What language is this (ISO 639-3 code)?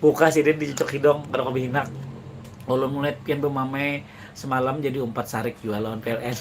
bjn